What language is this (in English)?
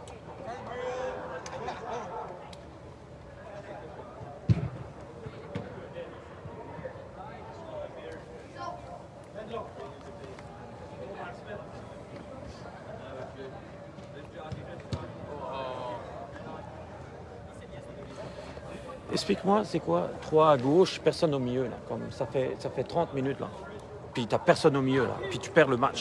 French